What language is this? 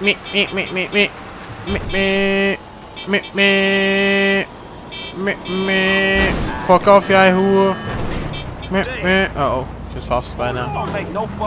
Dutch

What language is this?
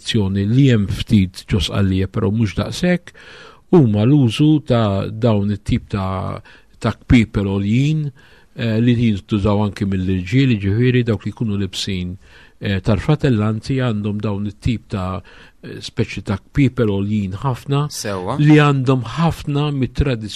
Maltese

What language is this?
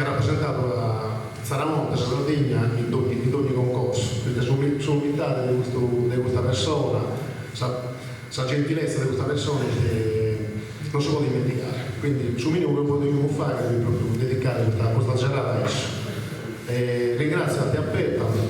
Sardinian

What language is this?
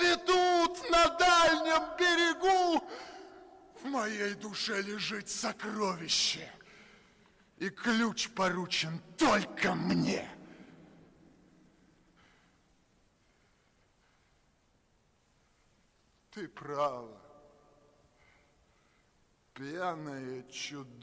Russian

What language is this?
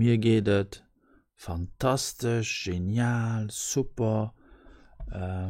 Luxembourgish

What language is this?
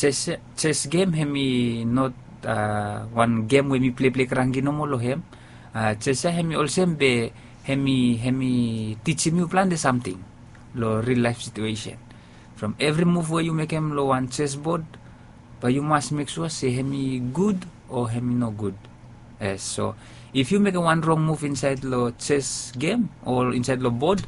Bislama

